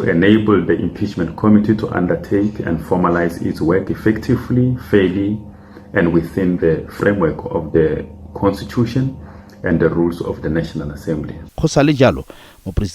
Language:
Tswana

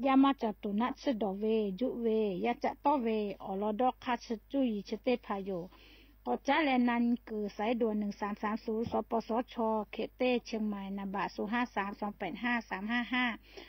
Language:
Lahu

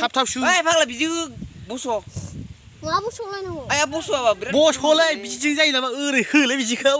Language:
Bodo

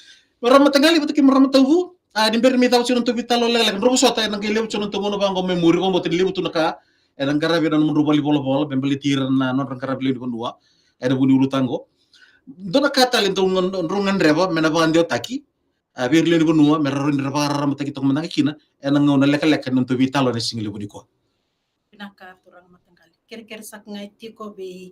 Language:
Fijian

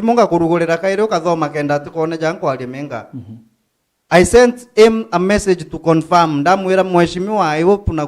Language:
Meru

